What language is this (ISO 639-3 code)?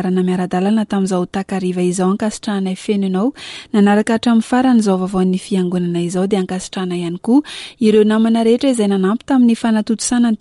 mlg